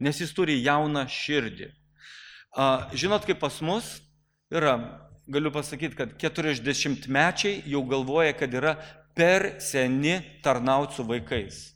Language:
Lithuanian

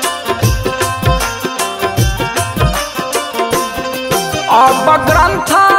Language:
Bhojpuri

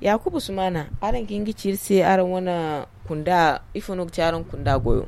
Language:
Zarma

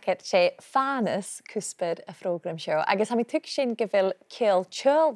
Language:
Scottish Gaelic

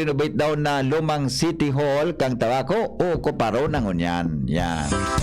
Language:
Bikol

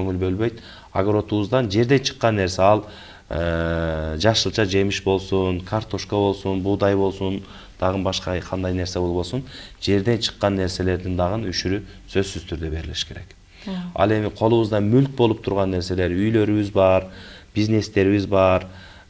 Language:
Kyrgyz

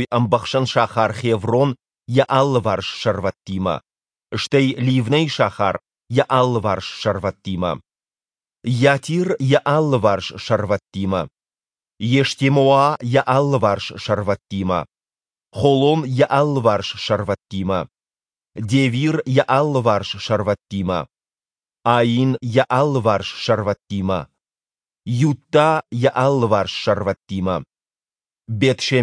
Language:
Ossetic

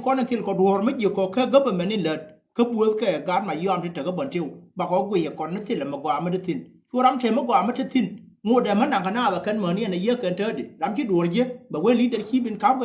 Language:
Nuer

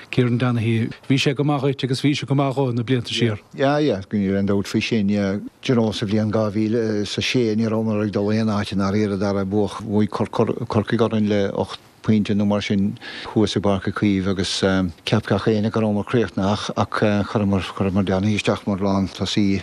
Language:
Irish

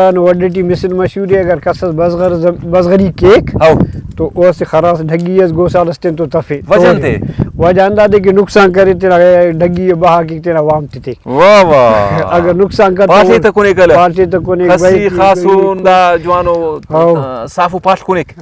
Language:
Brahui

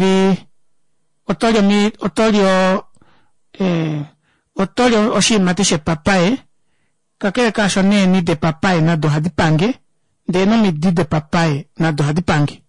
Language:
Kuanyama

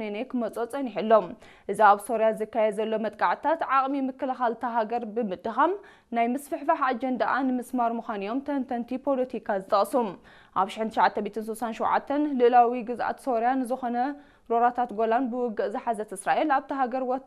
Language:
Tigrinya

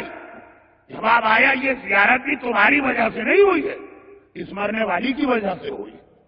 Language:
Urdu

